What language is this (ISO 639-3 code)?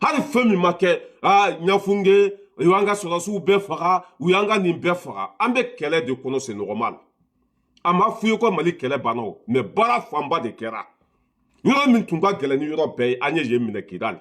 bam